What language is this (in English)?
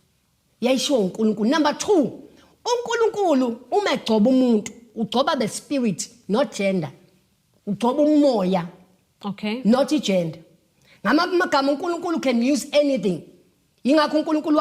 Zulu